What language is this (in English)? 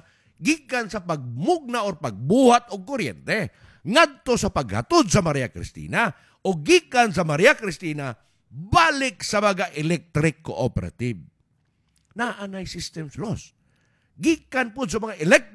Cebuano